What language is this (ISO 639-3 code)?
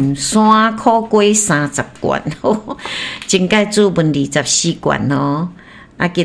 nan